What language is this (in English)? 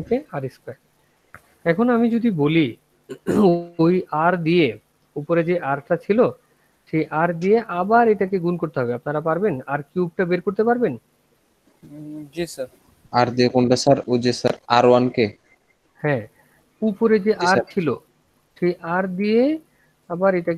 Bangla